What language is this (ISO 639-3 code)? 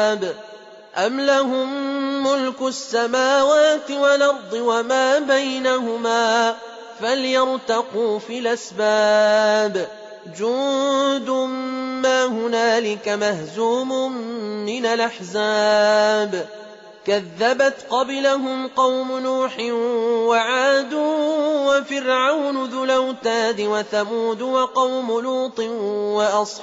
ara